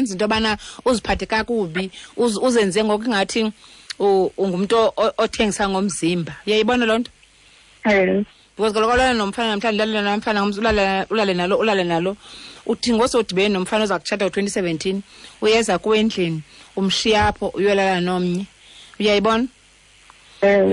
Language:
Xhosa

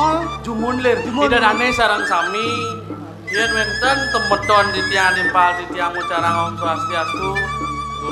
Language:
Balinese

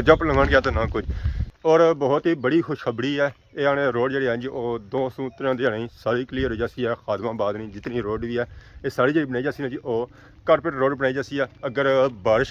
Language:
Pahari-Potwari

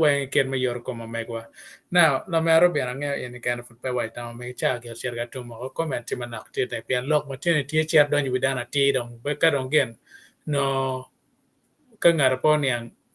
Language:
Acoli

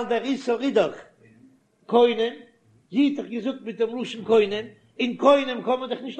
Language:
Yiddish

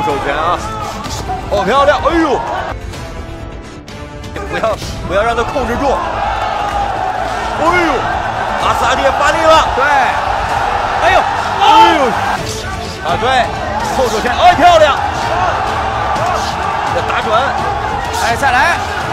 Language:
Chinese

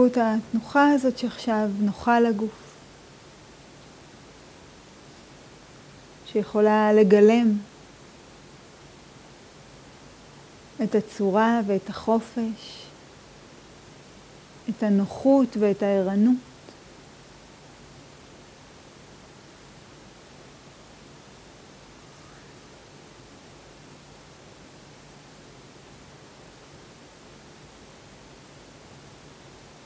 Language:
Hebrew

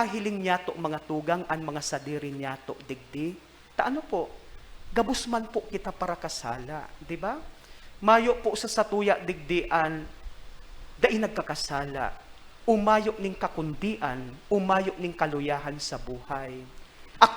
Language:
Bikol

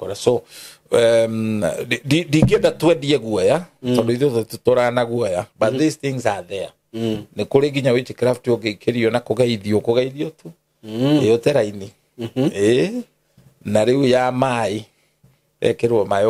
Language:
Kikuyu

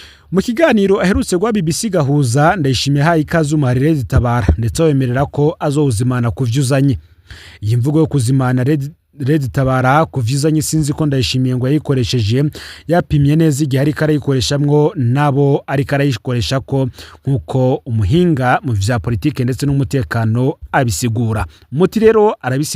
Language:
Rundi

